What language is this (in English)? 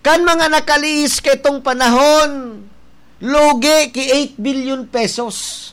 Bikol